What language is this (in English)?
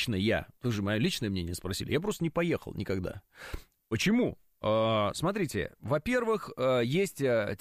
Russian